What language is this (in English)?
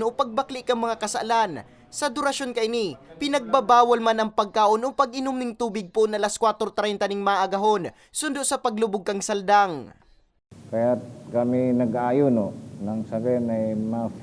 Bikol